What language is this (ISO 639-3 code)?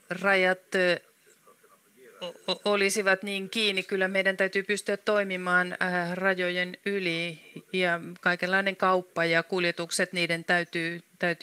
fin